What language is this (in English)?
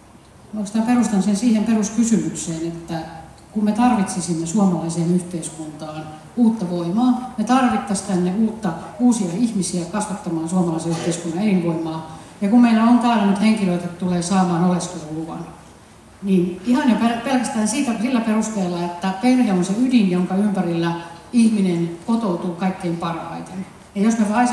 Finnish